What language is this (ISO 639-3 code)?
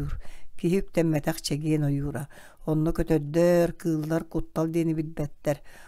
sah